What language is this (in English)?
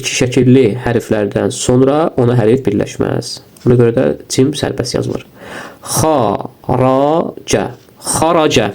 Azerbaijani